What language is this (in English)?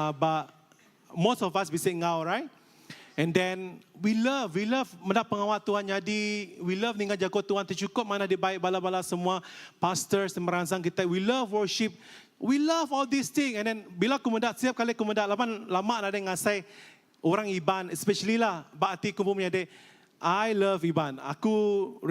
Iban